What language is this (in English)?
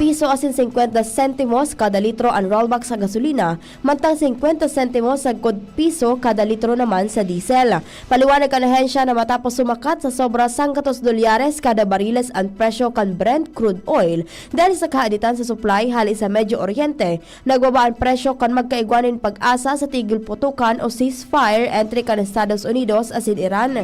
Bikol